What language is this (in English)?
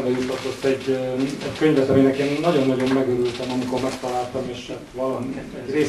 Hungarian